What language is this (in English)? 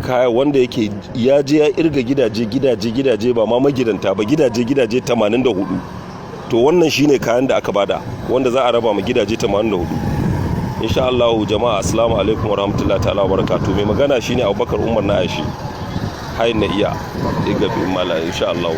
Hausa